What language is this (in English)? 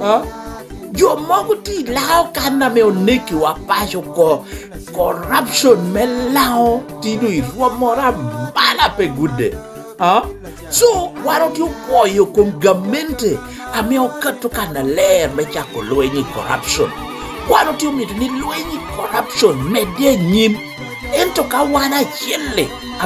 Lango (Uganda)